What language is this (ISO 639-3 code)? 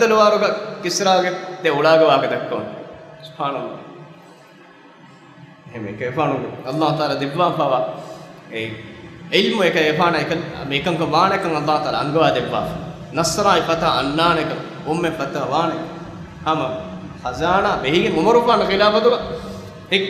div